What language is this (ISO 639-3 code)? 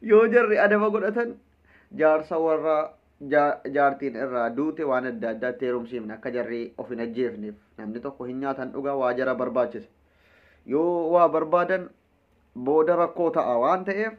orm